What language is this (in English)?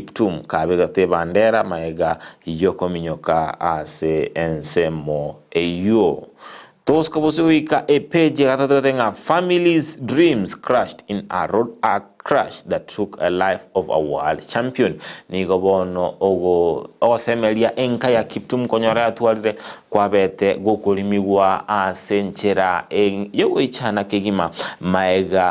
Gusii